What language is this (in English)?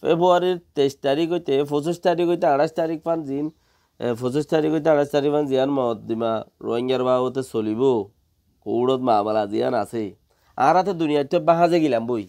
Rohingya